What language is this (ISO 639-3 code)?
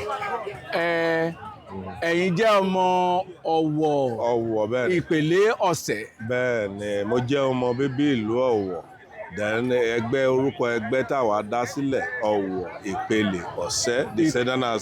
yor